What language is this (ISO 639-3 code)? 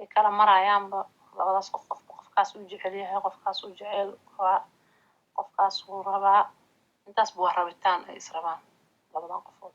som